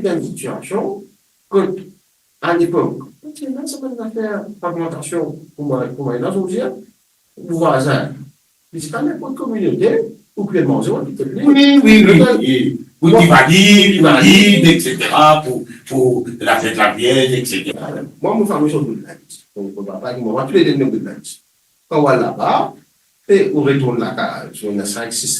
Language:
Morisyen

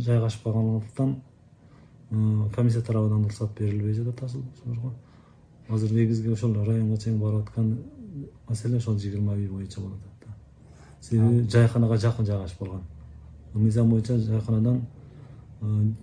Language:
Kyrgyz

